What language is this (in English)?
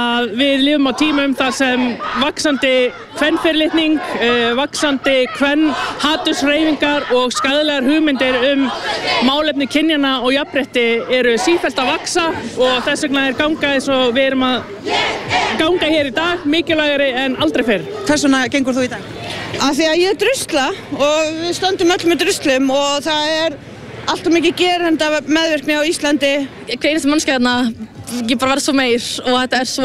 Icelandic